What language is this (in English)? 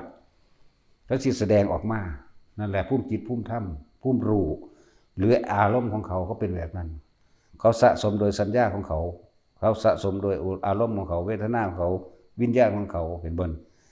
Northeastern Thai